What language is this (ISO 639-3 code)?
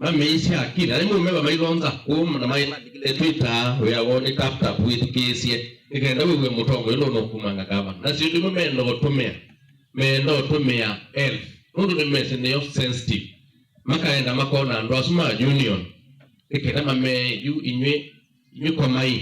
kam